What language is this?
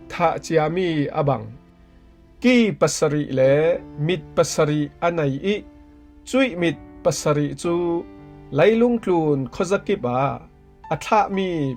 Falam Chin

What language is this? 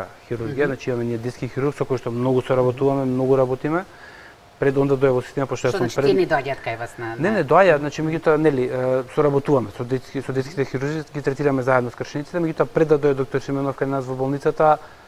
Macedonian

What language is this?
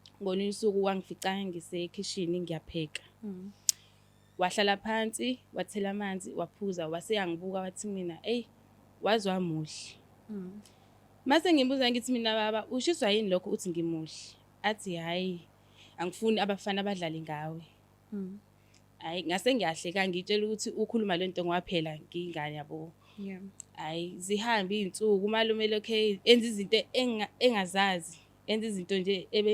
Zulu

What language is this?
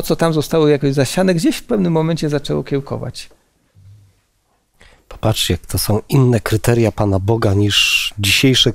Polish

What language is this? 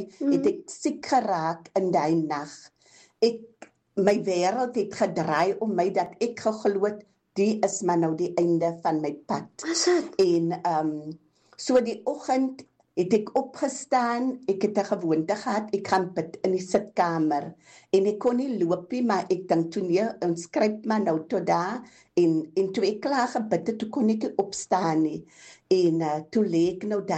Afrikaans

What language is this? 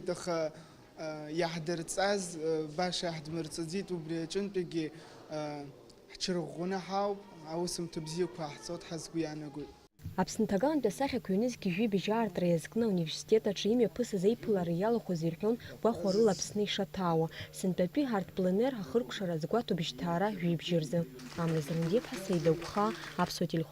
Abkhazian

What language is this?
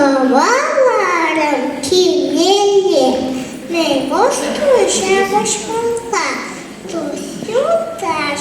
Chuvash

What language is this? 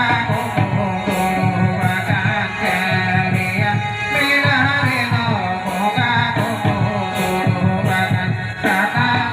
Santali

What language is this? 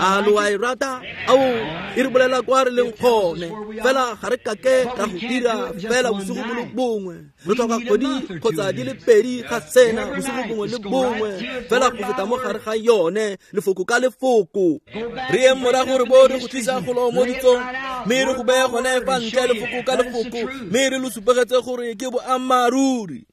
Tswana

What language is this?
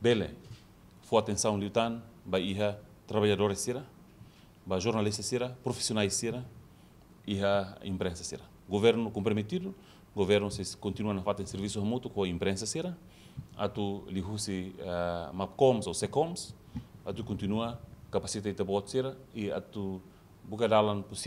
Tetum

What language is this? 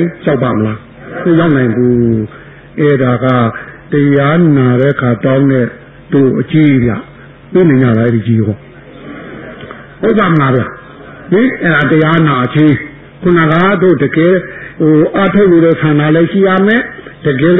Burmese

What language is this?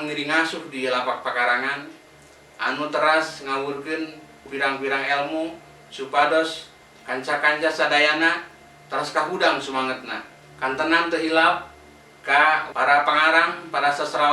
Sundanese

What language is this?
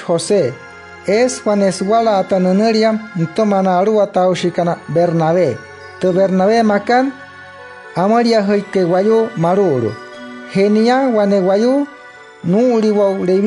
Wayuu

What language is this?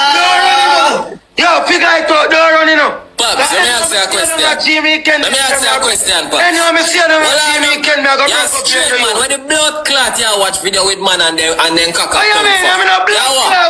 Jamaican Creole English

